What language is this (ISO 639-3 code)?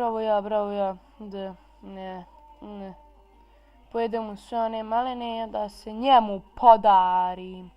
bos